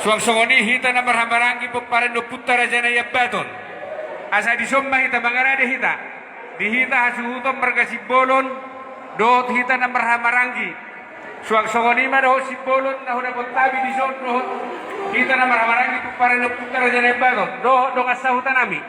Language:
Batak Toba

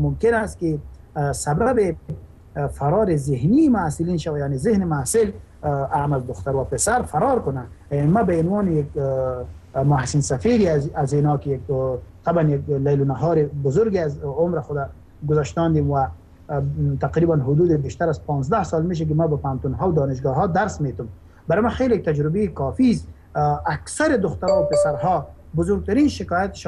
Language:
Persian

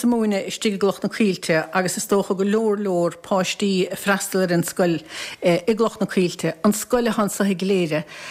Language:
Irish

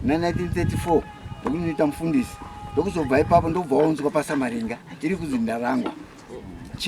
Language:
Shona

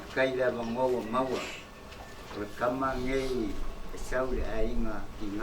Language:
Samoan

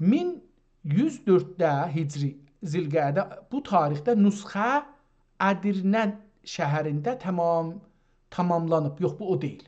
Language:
South Azerbaijani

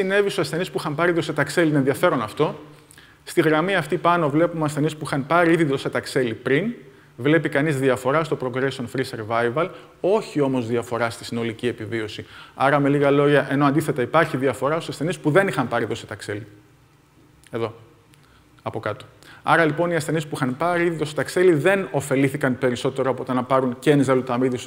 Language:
Greek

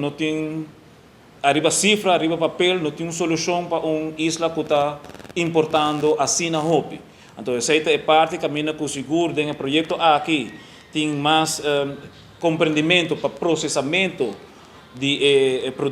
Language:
Papiamento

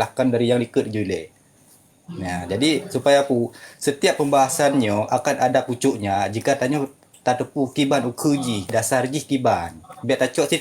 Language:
Achinese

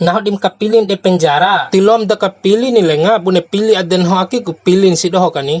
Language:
Bima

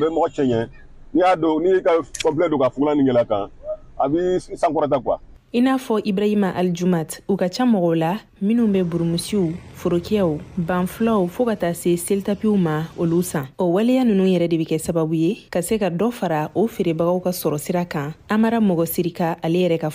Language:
Bambara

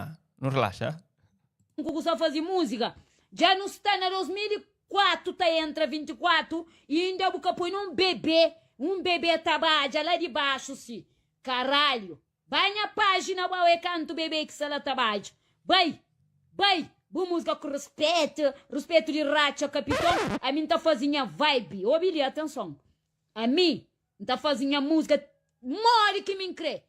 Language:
Kabuverdianu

